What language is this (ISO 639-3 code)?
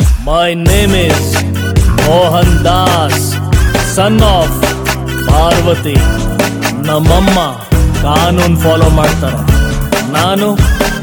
kan